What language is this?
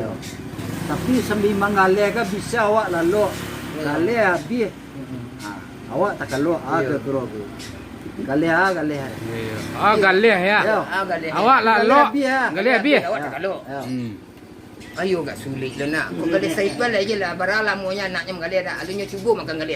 Minangkabau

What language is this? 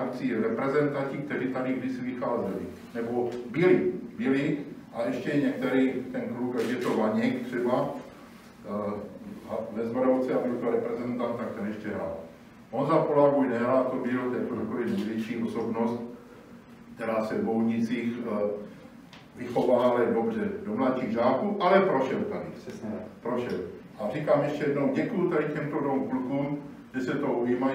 Czech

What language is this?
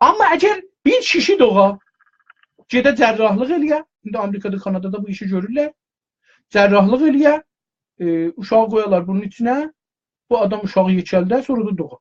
South Azerbaijani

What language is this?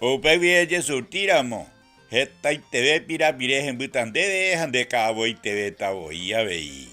Guarani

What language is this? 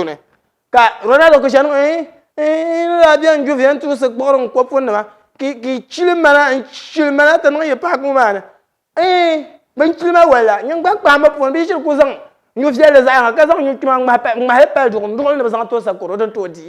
Dagbani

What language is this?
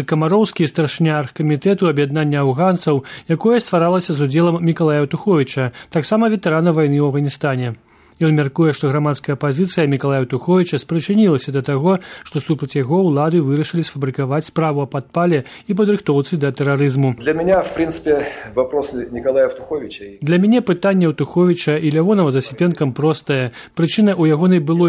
Belarusian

